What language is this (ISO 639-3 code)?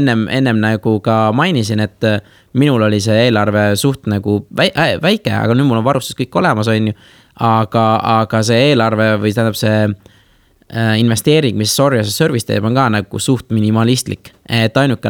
est